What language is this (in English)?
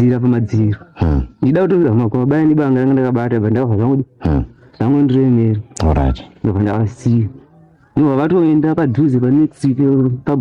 Shona